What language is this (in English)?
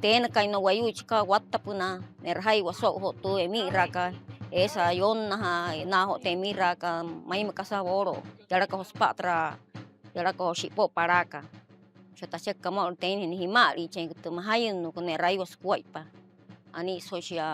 Wayuu